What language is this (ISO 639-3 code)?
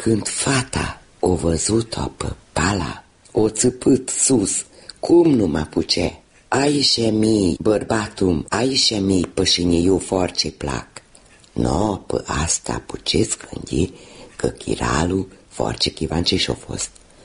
ron